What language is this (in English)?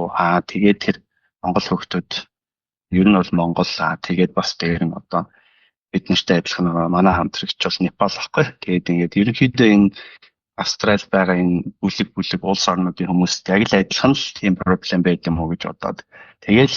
Mongolian